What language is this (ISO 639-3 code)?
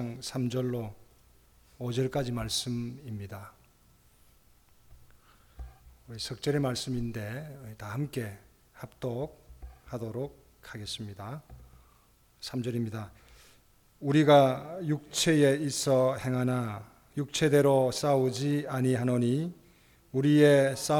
kor